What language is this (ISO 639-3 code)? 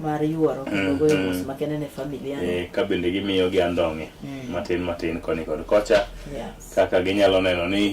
luo